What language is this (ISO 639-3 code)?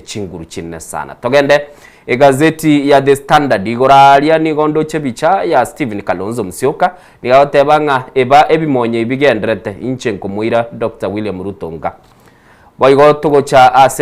guz